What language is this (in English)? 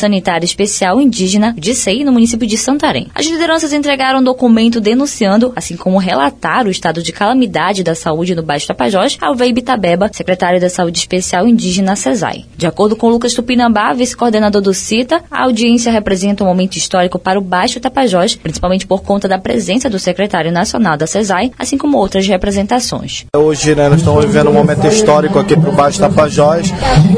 Portuguese